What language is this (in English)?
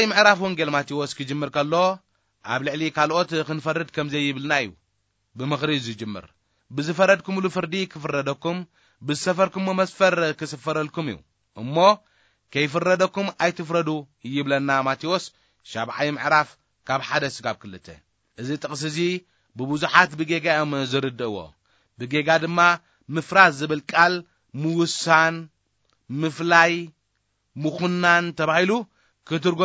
Tigrinya